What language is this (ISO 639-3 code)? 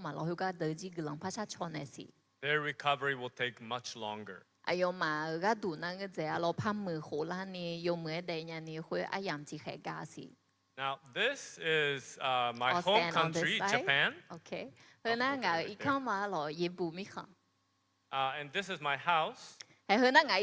ahk